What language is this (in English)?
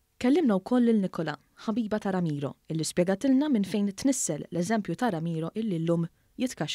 Maltese